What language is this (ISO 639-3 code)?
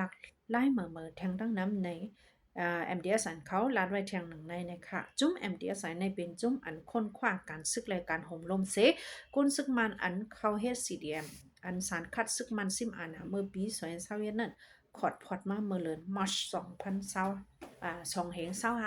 shn